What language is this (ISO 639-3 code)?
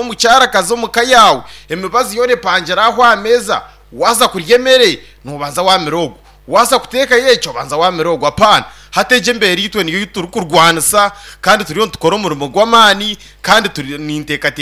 nyn